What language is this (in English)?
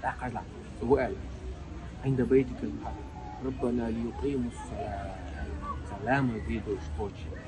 Chechen